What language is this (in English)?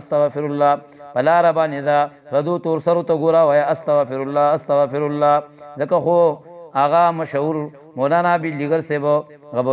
Pashto